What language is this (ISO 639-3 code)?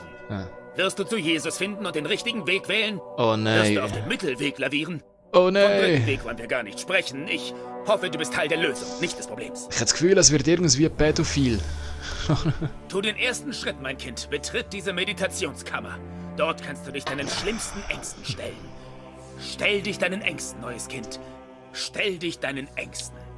gsw